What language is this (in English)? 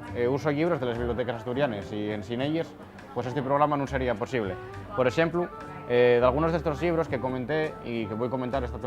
Asturian